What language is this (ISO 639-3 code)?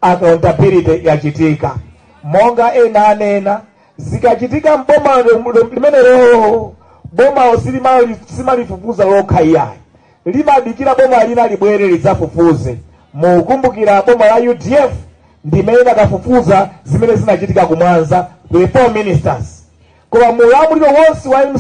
nya